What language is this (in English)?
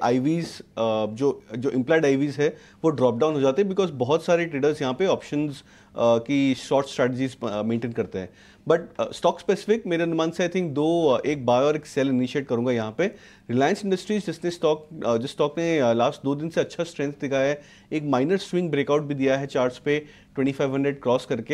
Hindi